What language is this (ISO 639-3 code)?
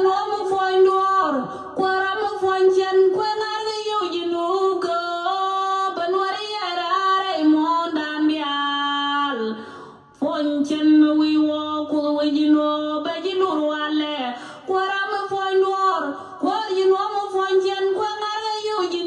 nus